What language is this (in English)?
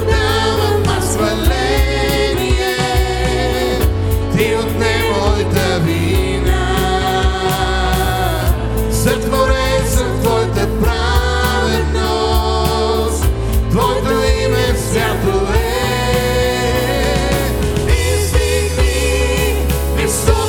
Bulgarian